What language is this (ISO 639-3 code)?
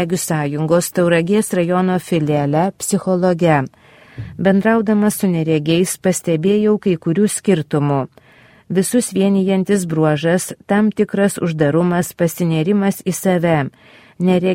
lit